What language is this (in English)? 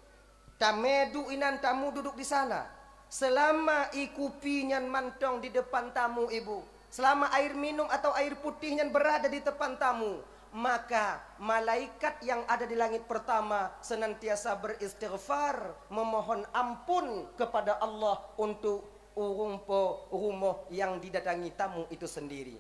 Achinese